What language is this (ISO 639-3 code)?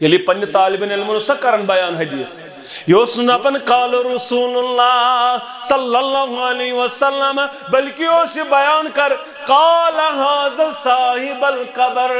kas